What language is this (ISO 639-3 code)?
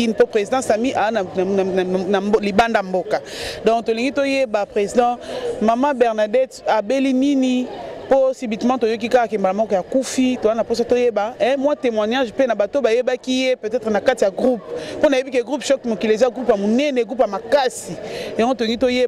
lin